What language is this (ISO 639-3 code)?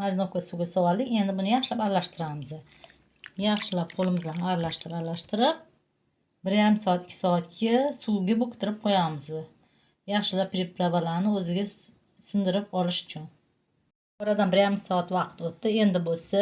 uzb